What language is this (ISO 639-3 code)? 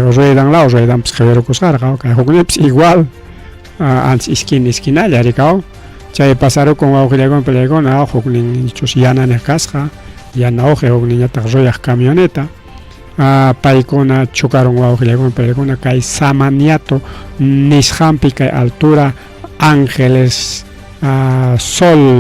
quy